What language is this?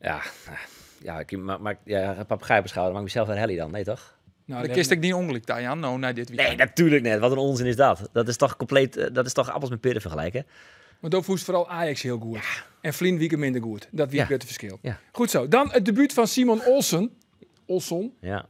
Western Frisian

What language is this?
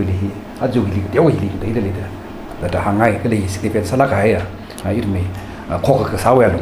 Tangkhul Naga (India)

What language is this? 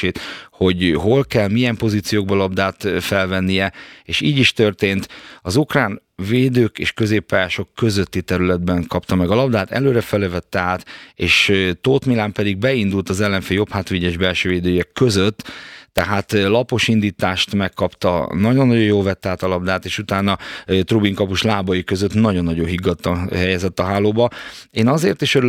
Hungarian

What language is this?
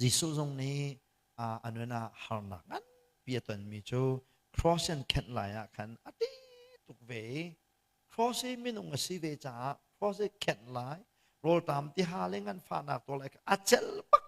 Hakha Chin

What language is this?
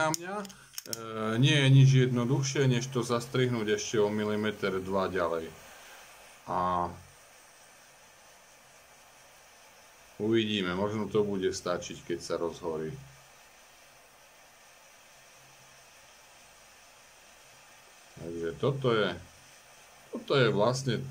Slovak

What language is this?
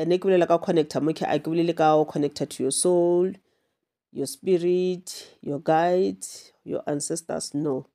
Northern Sotho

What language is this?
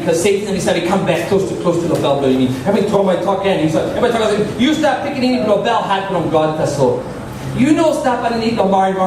Tok Pisin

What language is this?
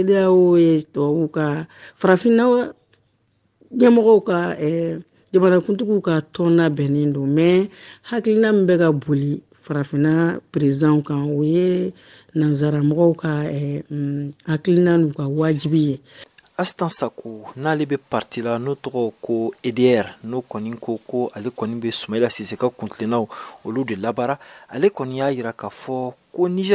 Bambara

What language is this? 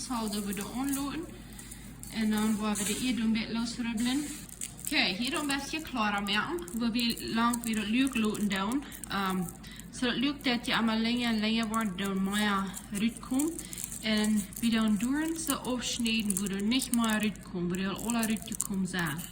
Plautdietsch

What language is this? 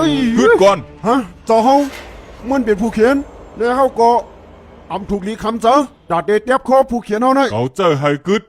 Shan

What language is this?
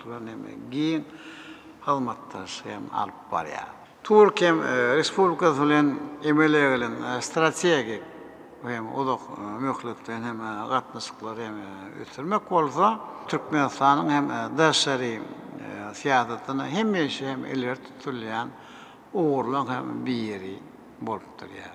Turkmen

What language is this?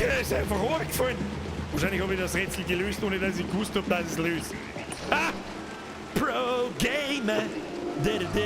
Bavarian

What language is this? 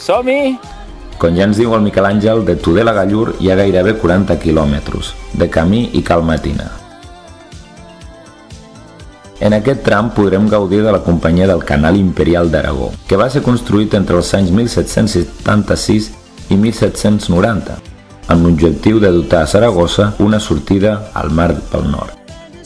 Catalan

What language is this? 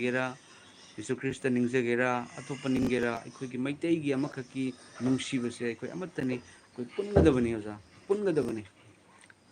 Manipuri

